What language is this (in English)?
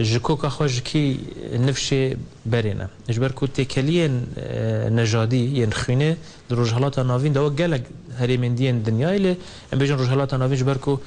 Kurdish